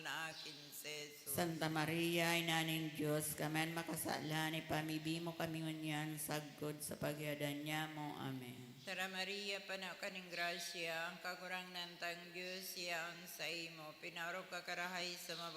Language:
Bikol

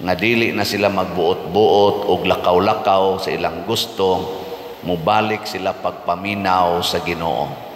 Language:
Cebuano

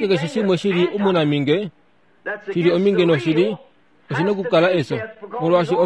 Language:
Kuanyama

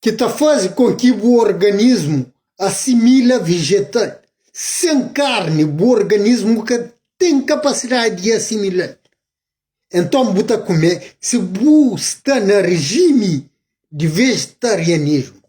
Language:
Kabuverdianu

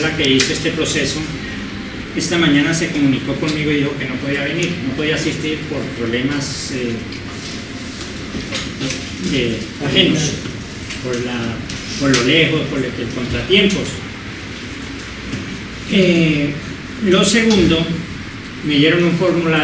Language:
Spanish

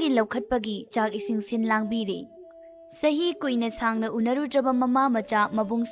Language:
Manipuri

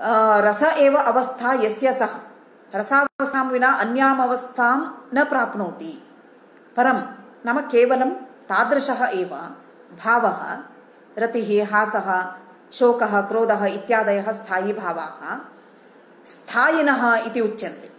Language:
Sanskrit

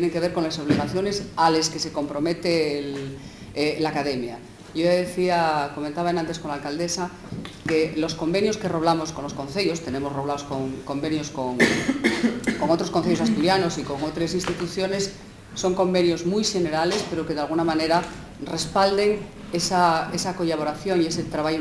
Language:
Asturian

